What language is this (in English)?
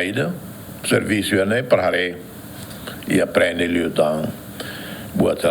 Tetum